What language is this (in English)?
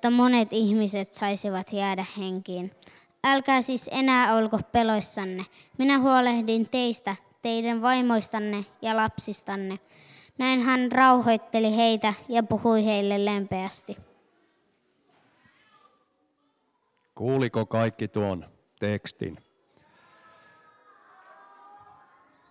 Finnish